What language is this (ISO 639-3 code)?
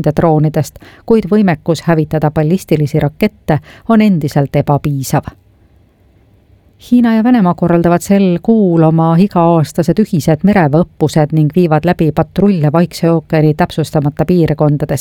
est